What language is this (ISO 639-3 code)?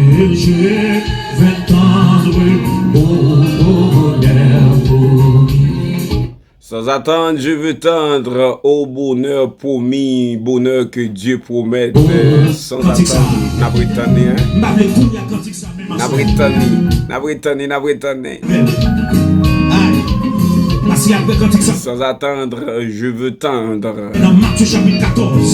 hat